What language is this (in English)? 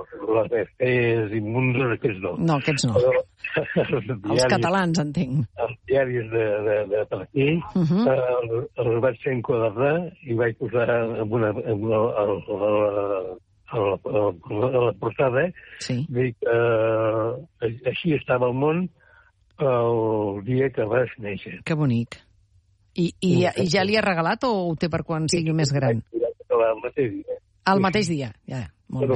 Catalan